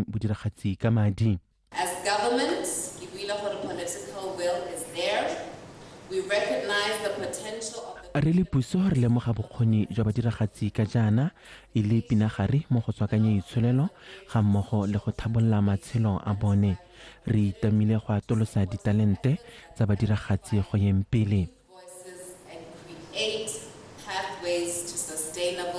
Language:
Tswana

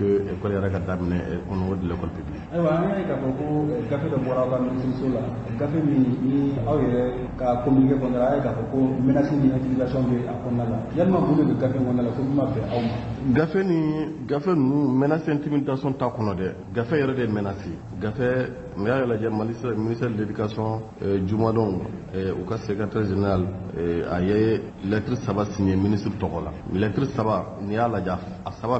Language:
Bambara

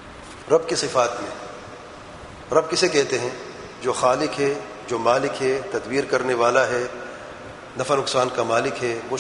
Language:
Urdu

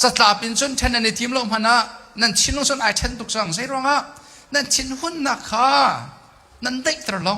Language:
Hakha Chin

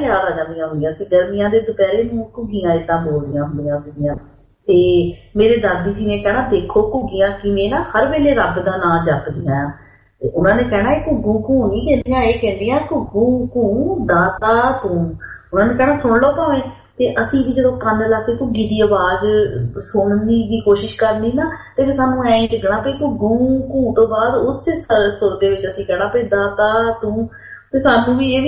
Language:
Punjabi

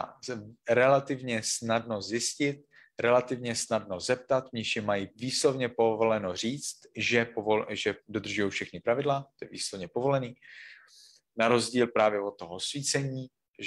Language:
Czech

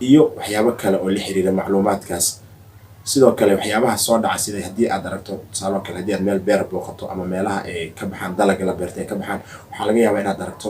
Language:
Somali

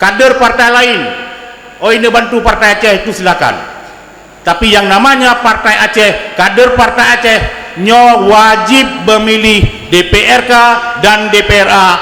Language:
Achinese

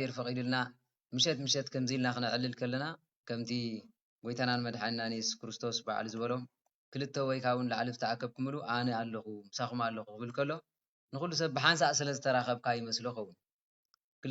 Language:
Tigrinya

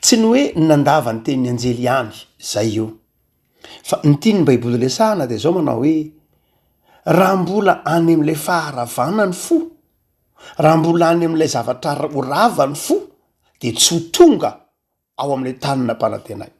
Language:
Malagasy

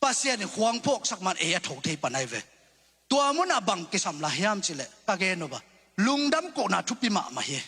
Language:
Tedim Chin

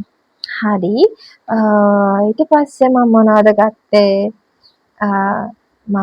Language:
Sinhala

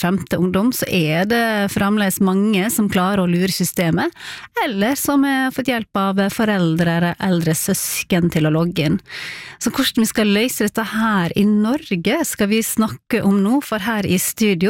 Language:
Norwegian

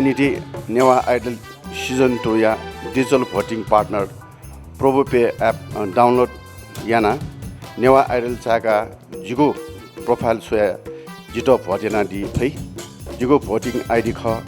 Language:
Newari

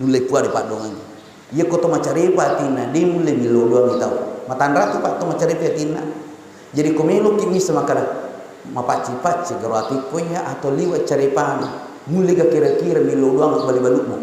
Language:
Buginese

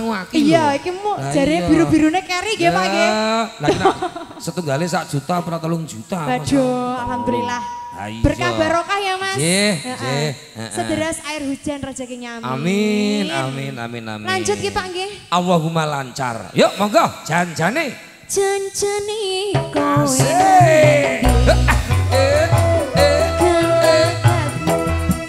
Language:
Javanese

